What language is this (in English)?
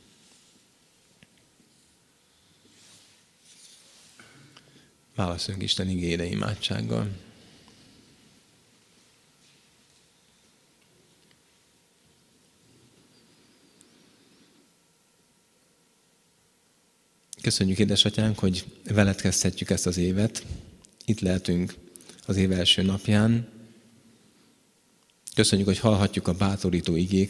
Hungarian